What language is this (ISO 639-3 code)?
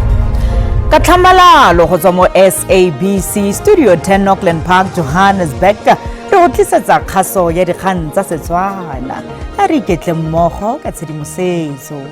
tsn